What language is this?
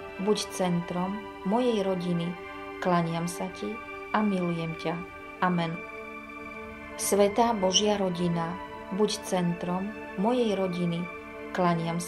Slovak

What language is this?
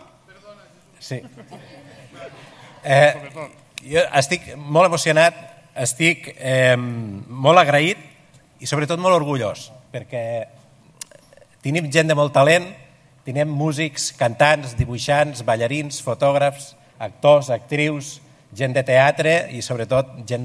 Catalan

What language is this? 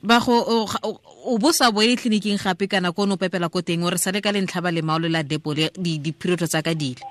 Tswana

